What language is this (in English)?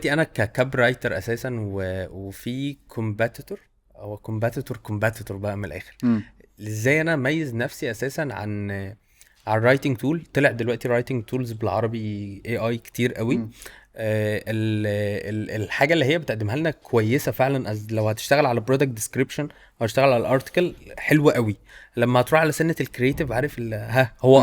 Egyptian Arabic